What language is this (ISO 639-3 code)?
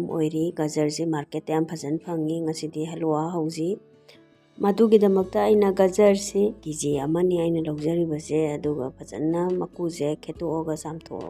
mni